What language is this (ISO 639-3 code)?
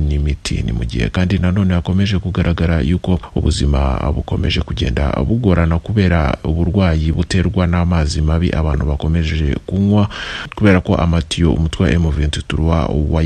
kin